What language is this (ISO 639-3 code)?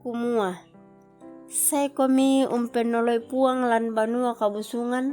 sda